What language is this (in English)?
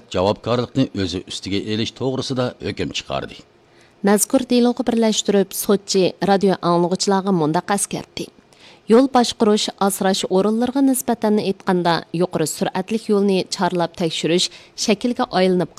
Uyghur